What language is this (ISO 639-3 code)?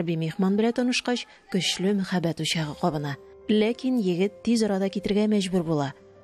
tat